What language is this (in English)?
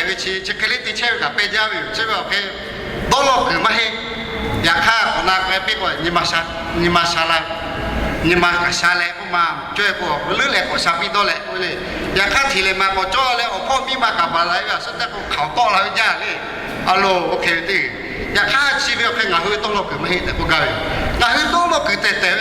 Lahu